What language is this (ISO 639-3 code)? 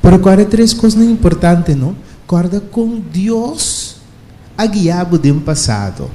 pap